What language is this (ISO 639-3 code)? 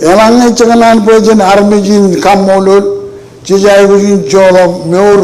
mah